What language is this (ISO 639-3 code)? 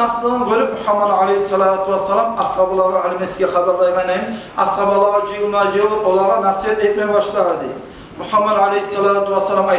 kum